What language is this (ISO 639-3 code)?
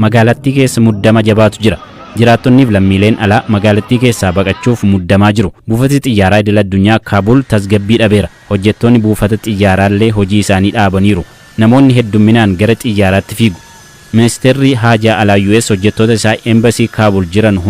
orm